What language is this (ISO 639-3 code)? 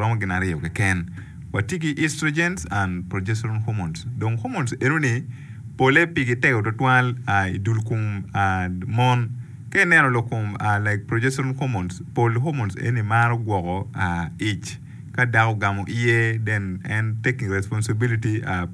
ach